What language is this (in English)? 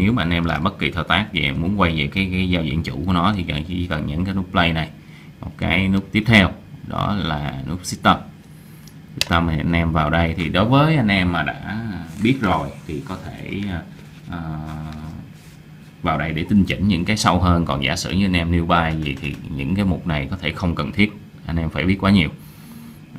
Vietnamese